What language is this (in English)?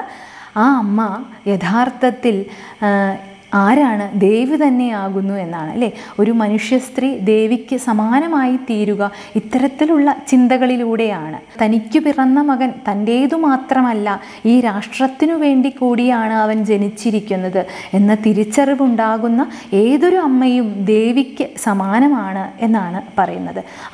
Malayalam